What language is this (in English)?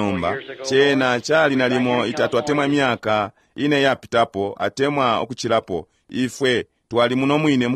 Bemba